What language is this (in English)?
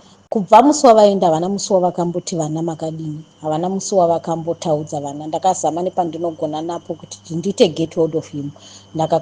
Shona